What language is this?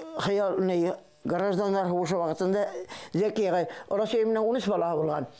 Bashkir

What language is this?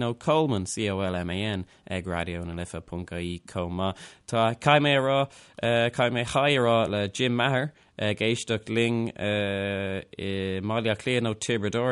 Irish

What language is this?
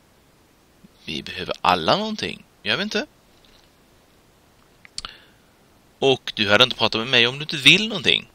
Swedish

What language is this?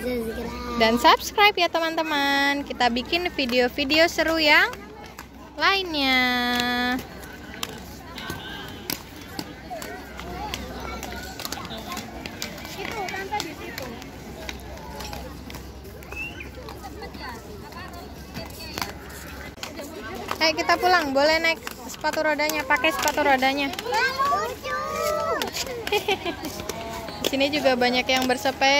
Indonesian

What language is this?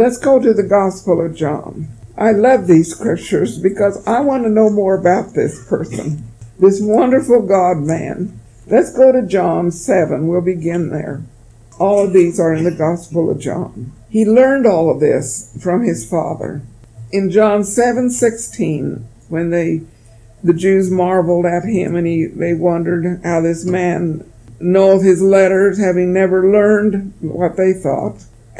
English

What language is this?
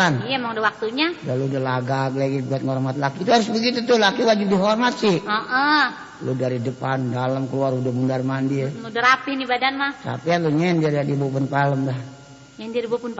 Betawi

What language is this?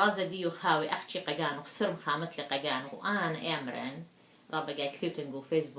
Assyrian Neo-Aramaic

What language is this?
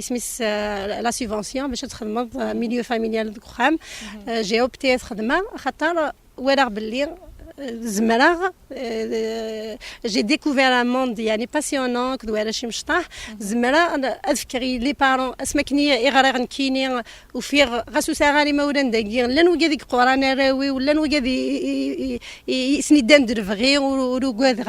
Kabyle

